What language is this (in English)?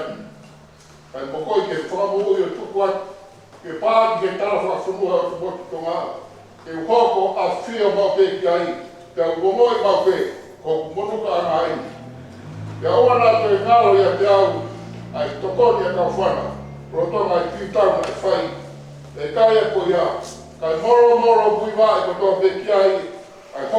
Tongan